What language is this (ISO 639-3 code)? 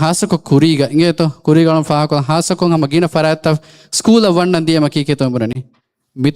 div